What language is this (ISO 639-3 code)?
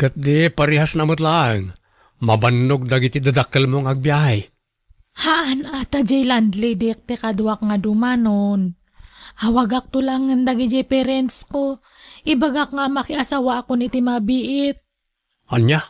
ilo